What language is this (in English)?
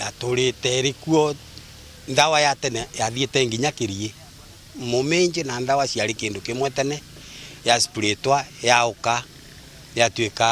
Meru